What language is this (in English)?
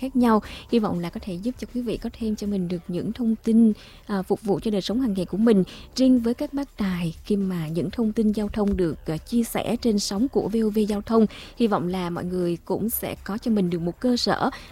Vietnamese